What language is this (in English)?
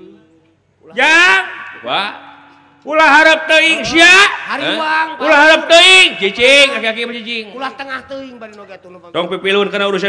Sundanese